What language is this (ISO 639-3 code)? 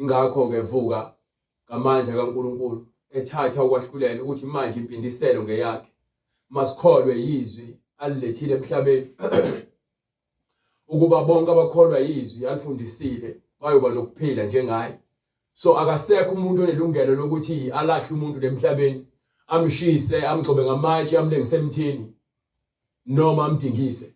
zul